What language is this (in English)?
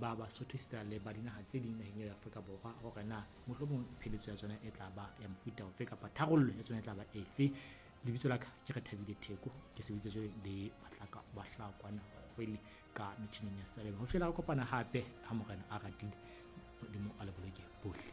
Southern Sotho